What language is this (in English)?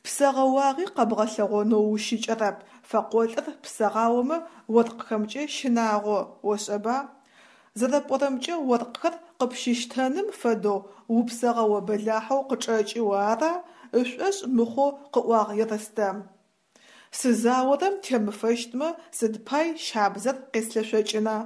Adyghe